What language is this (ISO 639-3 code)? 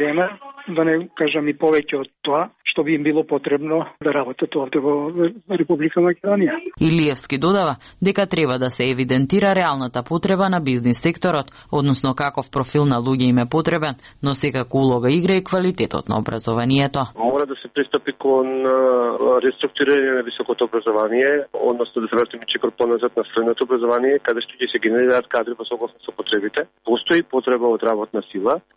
mkd